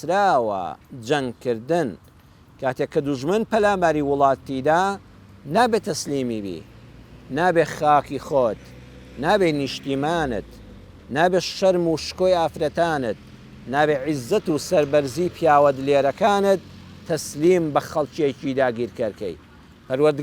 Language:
Central Kurdish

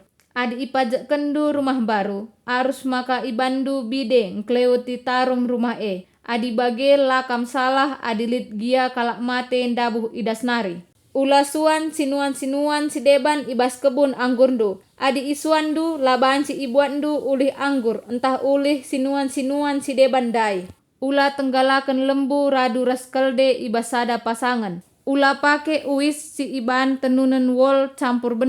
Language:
Batak Karo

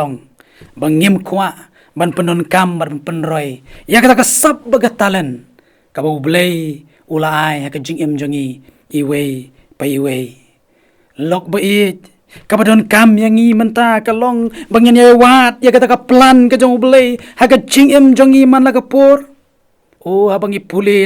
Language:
Khasi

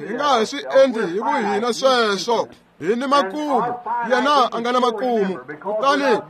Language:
Tsonga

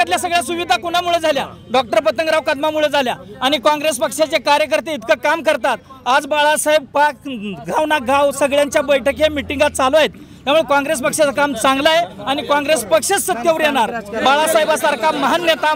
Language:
Marathi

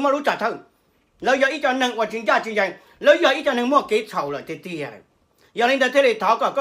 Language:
Hmong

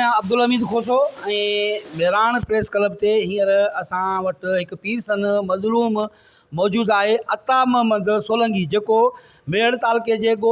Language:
Sindhi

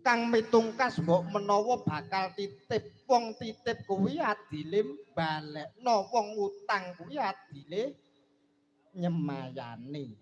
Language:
Javanese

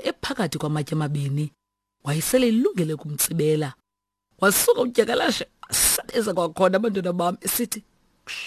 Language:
Xhosa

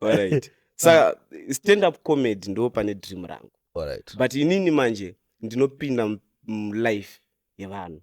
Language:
Shona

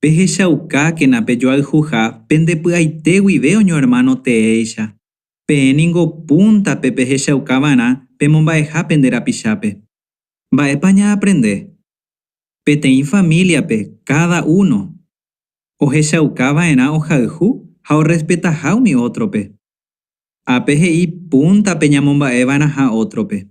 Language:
Guarani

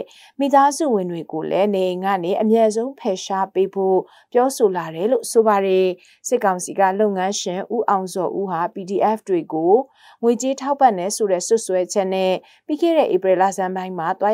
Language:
Burmese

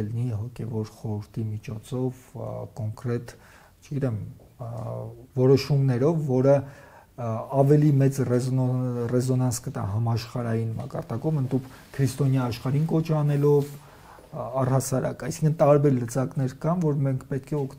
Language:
Armenian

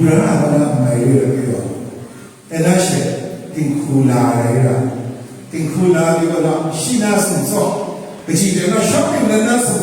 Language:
Kachin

